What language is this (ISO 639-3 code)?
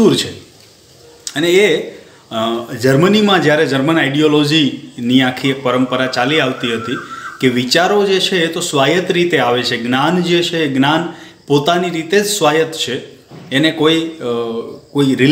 guj